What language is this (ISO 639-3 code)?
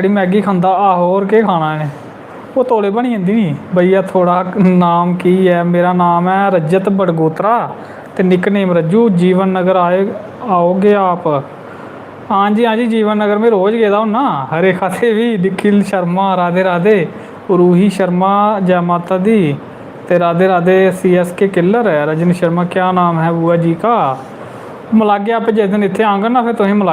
doi